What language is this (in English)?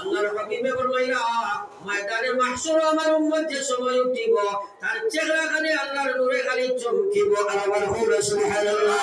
Sylheti